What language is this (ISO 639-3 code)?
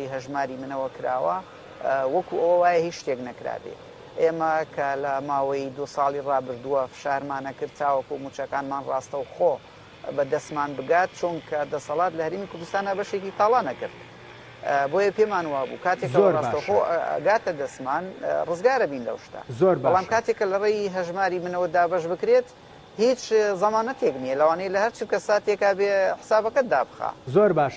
ckb